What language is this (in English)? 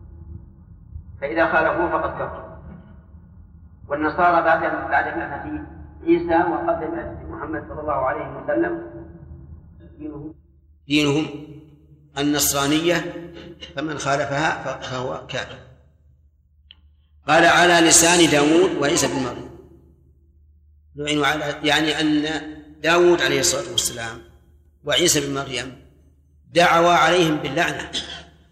Arabic